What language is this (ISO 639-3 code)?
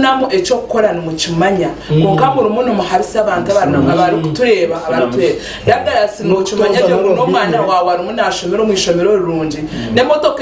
nyn